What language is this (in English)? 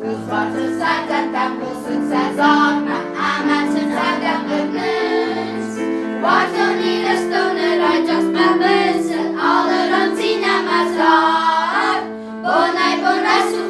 Ossetic